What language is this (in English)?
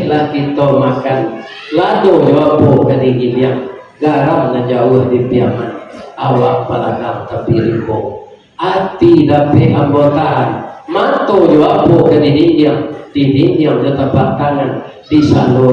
Minangkabau